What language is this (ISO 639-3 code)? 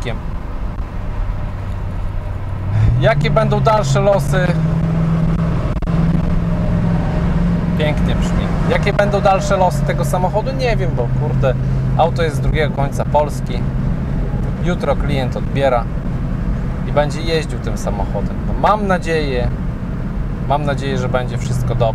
pol